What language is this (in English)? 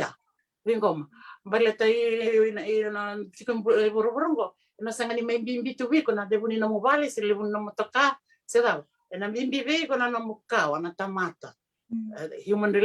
Fijian